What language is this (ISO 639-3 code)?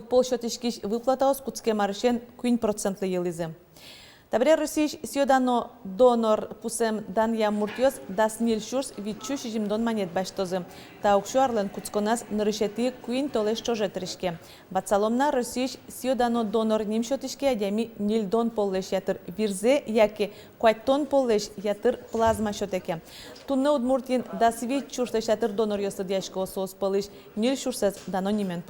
udm